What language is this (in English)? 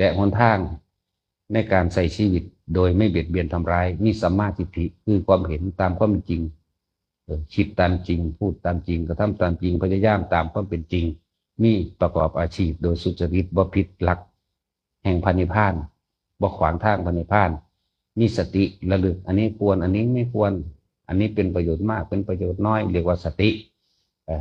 Northeastern Thai